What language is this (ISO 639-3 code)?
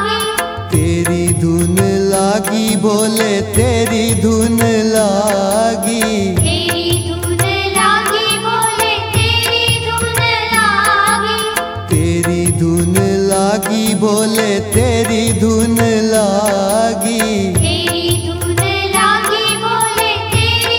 hin